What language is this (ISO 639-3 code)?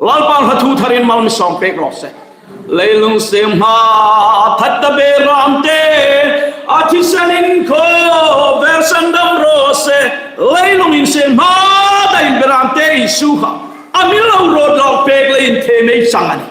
hmr